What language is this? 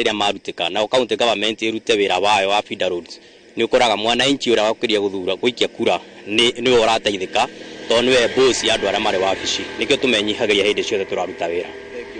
Kikuyu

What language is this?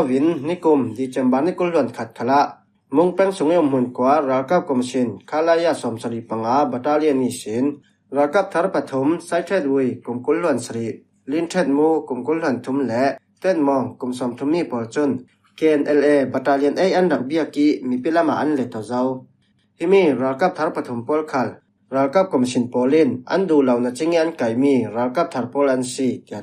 Falam Chin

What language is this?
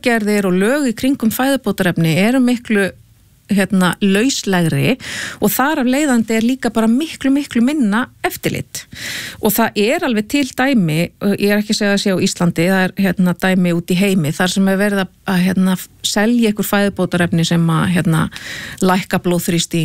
Icelandic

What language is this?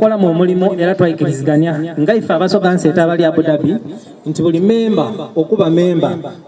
Soga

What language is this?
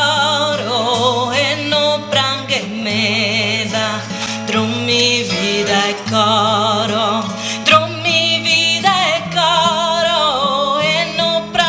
Sardinian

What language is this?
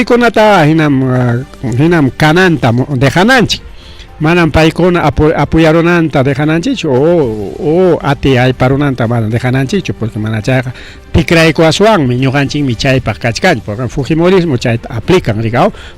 Ayacucho Quechua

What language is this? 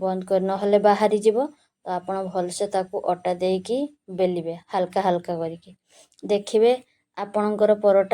Odia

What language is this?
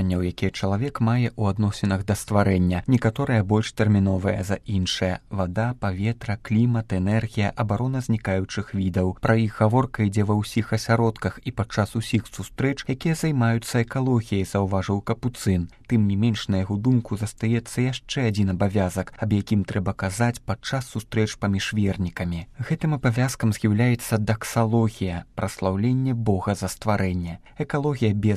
Belarusian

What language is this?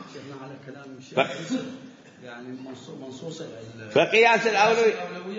Mesopotamian Arabic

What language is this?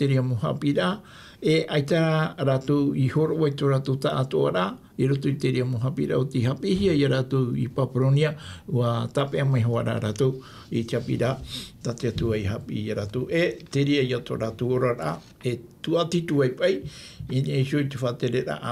Tahitian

